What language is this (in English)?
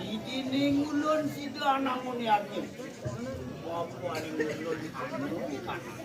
Balinese